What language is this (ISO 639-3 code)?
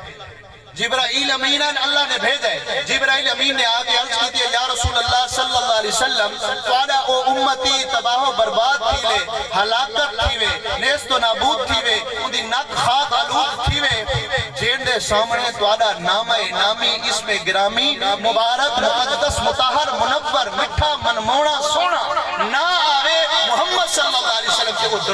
skr